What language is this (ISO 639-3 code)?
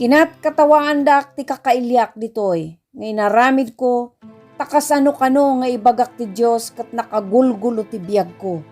ilo